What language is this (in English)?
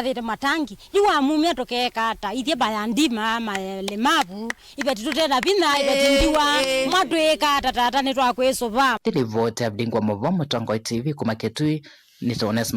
Kamba